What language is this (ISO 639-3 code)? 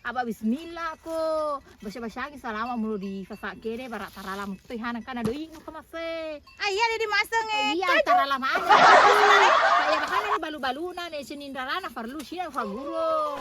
bug